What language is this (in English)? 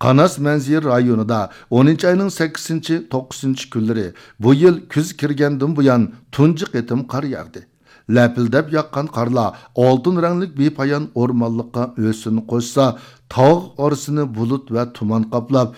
Uyghur